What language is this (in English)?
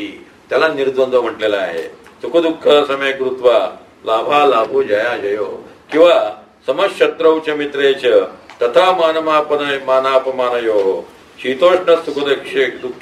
Marathi